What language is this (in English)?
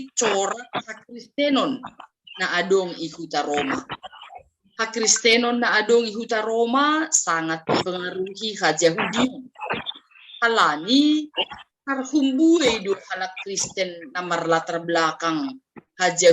Batak Simalungun